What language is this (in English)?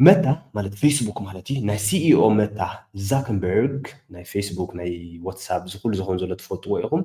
Tigrinya